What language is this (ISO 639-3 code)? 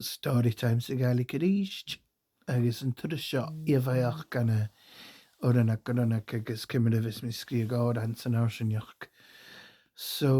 gla